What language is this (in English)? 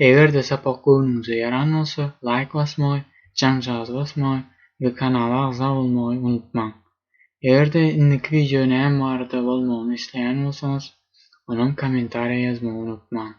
Turkmen